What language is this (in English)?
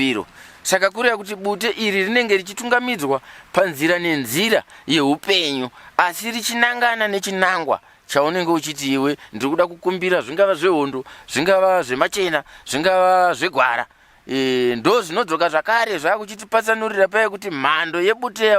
Shona